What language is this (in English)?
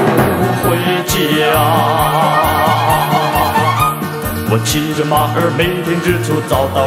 Chinese